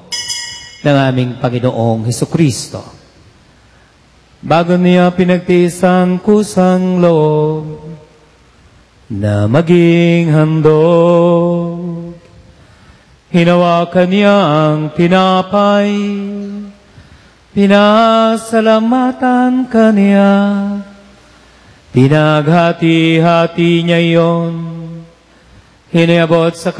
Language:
Filipino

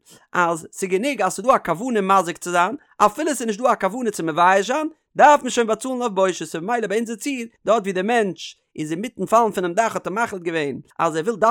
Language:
Yiddish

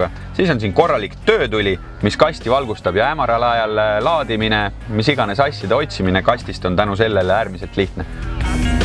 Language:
Estonian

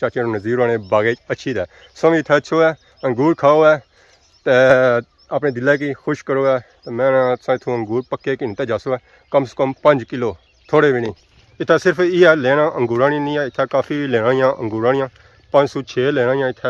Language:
Pahari-Potwari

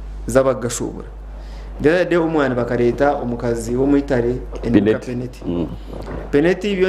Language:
Nyankole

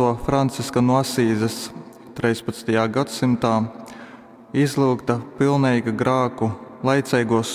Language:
Latgalian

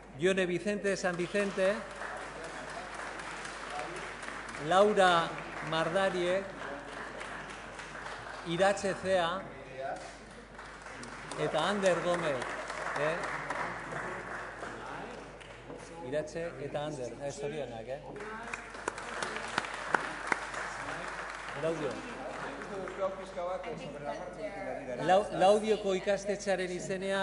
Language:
Basque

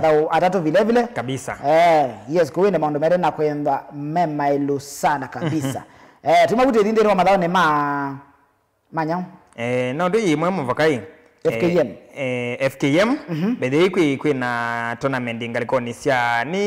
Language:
Kamba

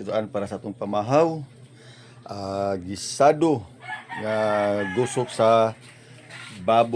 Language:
Cebuano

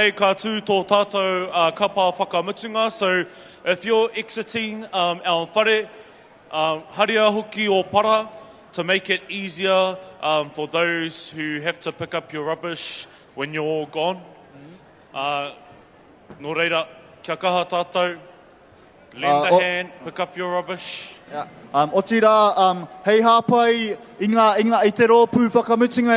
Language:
Māori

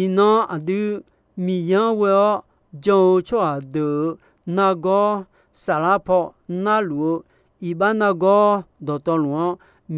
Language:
Akha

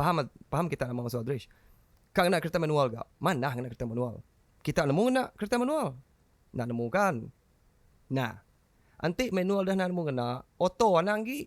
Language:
Iban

